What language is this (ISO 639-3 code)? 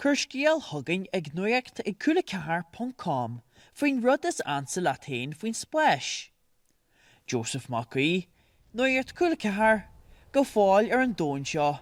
gle